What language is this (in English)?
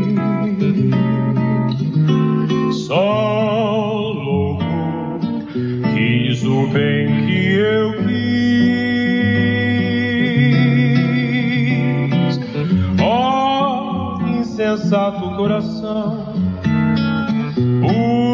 Portuguese